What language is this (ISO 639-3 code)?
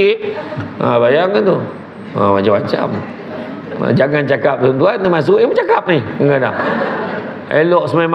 msa